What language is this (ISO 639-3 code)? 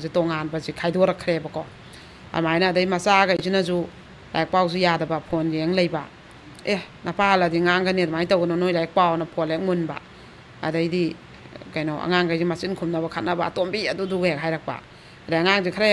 mni